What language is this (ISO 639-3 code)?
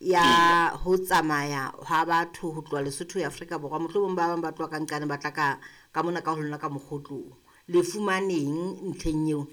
sot